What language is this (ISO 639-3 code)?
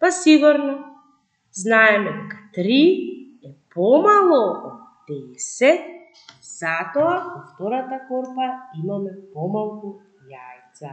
mkd